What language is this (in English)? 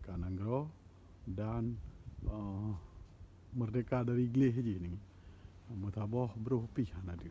Achinese